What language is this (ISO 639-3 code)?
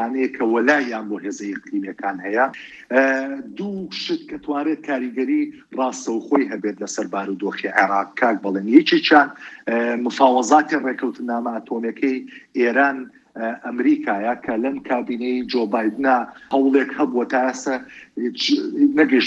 ckb